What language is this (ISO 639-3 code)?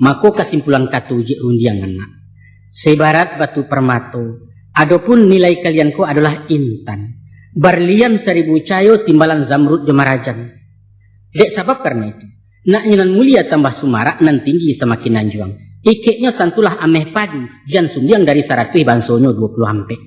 min